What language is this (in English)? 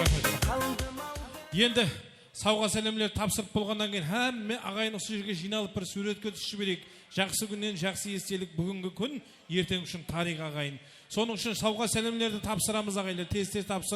Kara-Kalpak